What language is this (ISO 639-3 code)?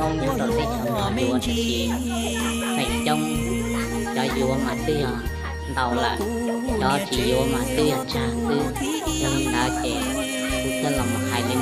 hmn